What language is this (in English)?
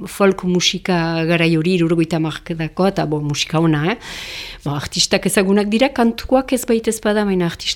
Basque